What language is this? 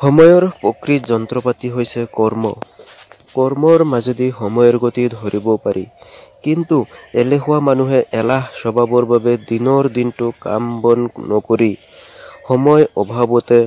Assamese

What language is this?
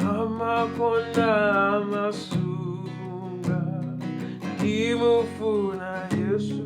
Nyanja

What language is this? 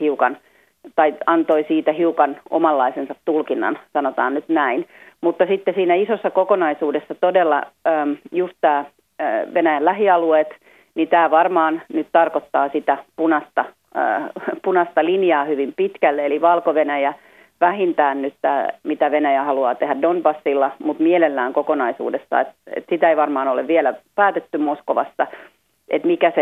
Finnish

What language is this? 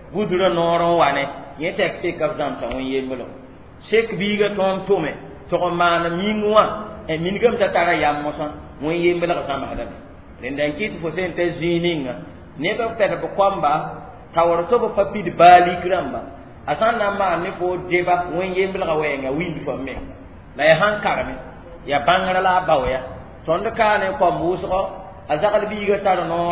Mossi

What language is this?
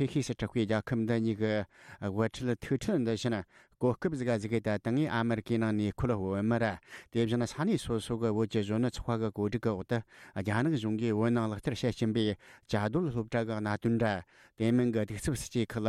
Tibetan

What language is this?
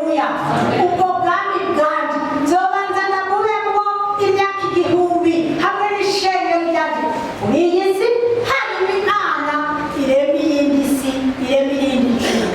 Rundi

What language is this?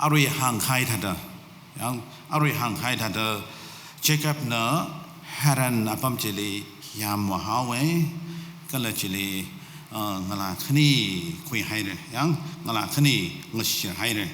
Tangkhul Naga (India)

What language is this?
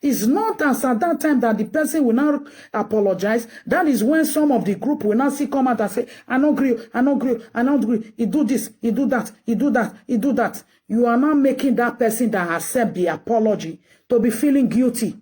Nigerian Pidgin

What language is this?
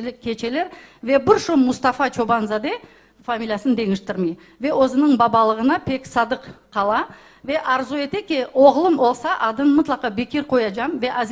Crimean Tatar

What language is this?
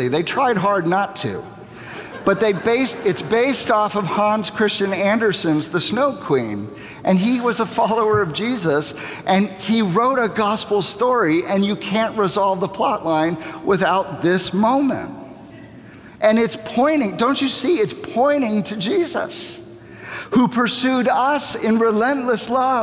English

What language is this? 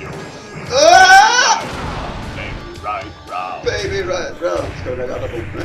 Faroese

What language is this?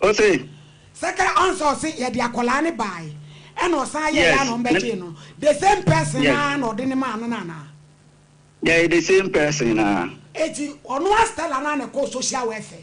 Akan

